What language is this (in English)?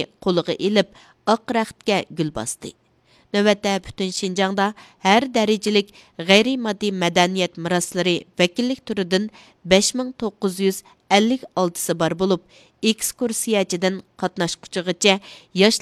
Uyghur